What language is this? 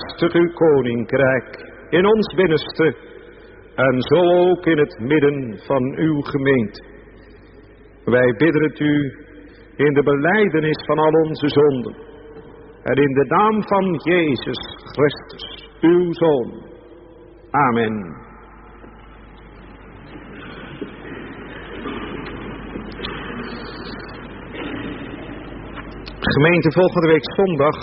Dutch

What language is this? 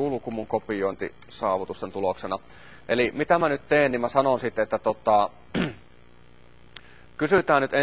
Finnish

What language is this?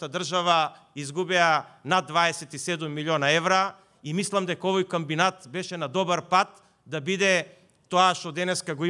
Macedonian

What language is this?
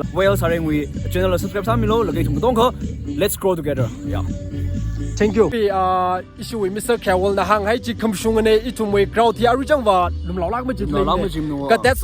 Tangkhul Naga (India)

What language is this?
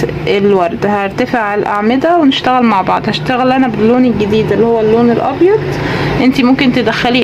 Egyptian Arabic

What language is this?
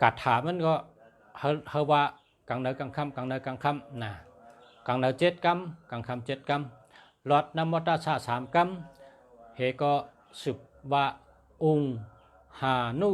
Shan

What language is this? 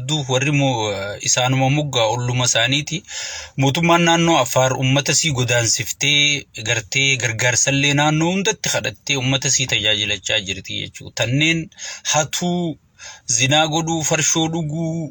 Oromo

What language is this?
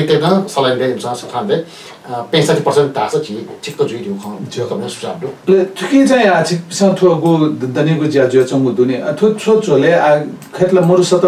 Newari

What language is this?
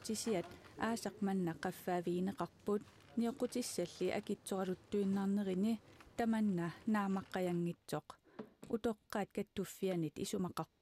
Kalaallisut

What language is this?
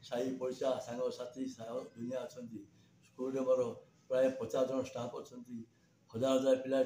Odia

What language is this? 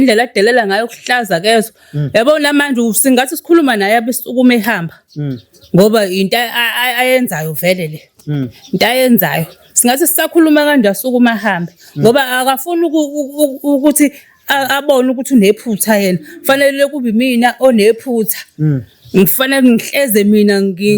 Zulu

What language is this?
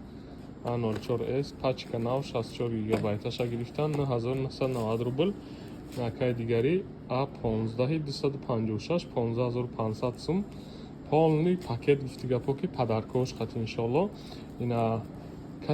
Tajik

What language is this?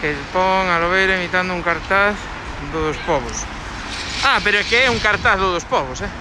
Galician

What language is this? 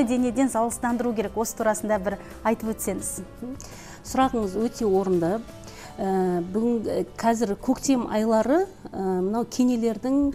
Kazakh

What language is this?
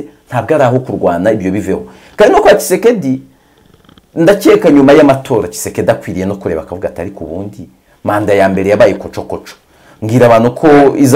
Kinyarwanda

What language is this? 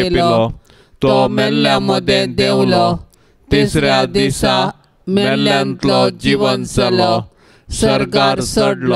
Konkani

